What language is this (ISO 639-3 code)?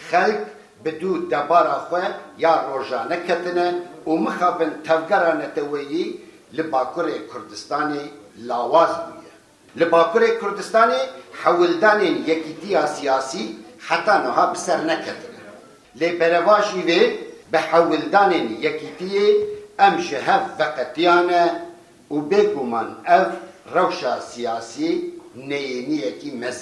kur